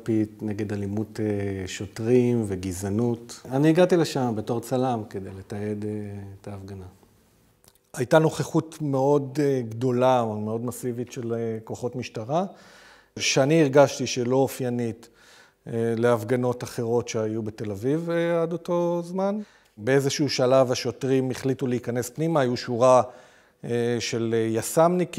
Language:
Hebrew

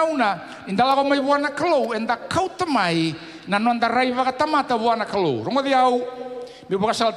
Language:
Fijian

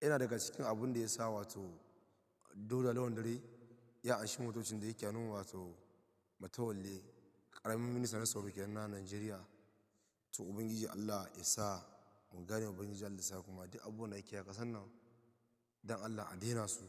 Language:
Hausa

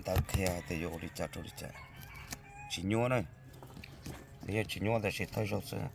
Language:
Hmong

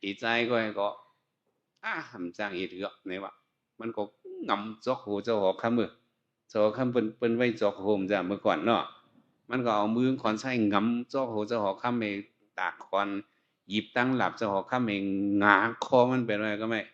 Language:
Shan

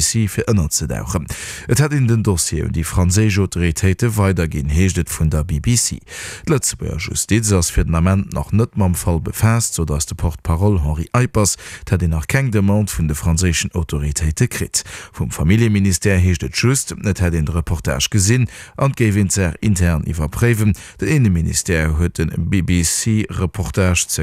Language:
Luxembourgish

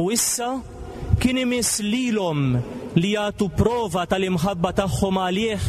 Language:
Maltese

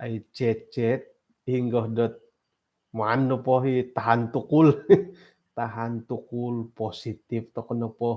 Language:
Central Dusun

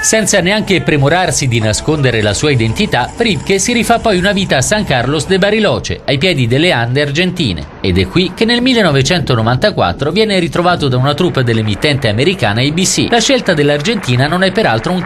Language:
Italian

